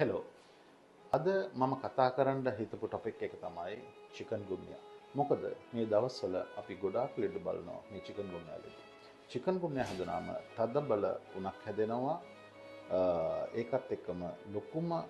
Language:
Sinhala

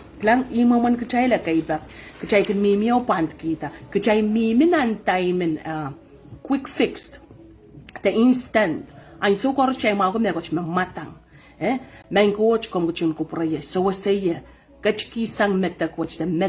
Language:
Pohnpeian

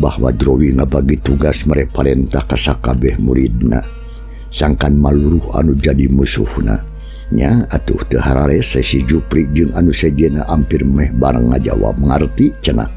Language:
Sundanese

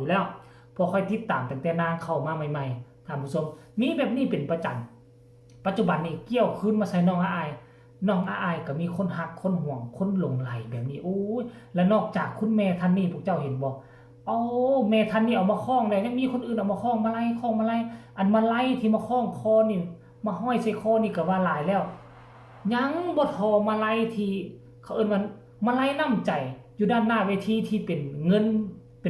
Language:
Northeastern Thai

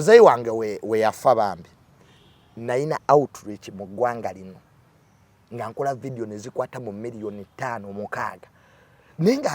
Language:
Ganda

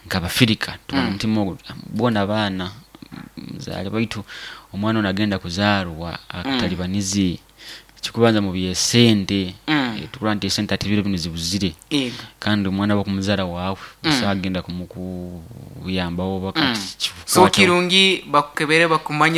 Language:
Nyoro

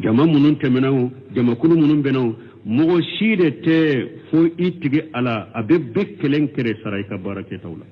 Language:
Bambara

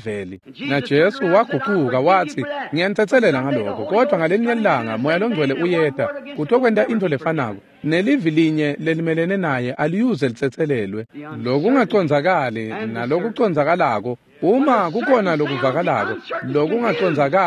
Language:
Swati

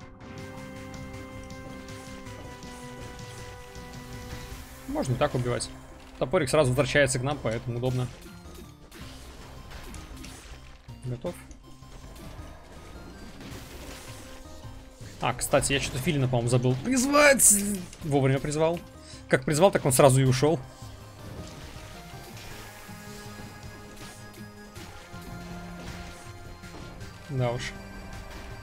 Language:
Russian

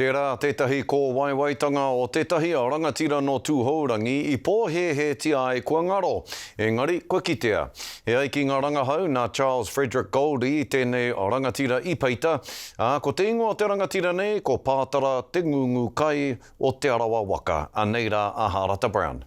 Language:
Māori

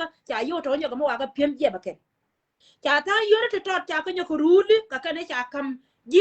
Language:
Nuer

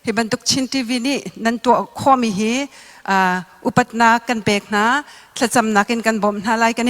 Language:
Falam Chin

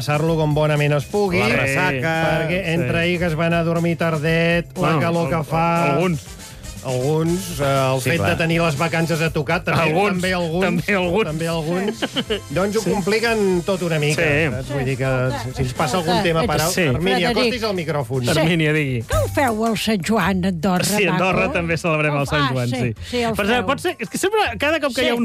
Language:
Catalan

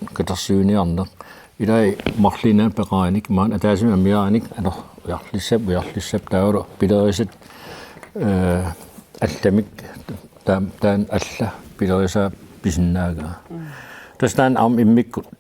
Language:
Kalaallisut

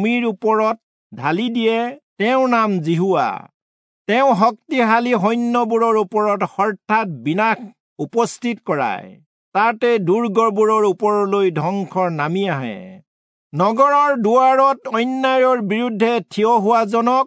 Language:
Assamese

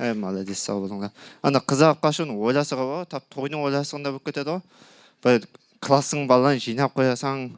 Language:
Kara-Kalpak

